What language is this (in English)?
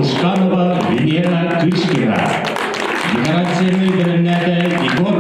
Yakut